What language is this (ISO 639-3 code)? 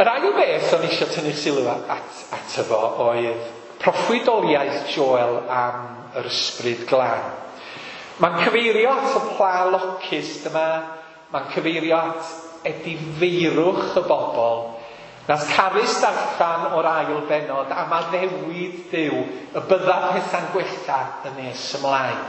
cym